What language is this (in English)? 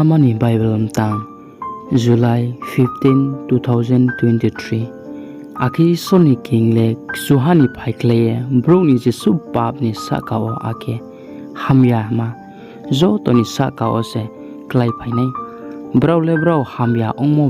Riang (India)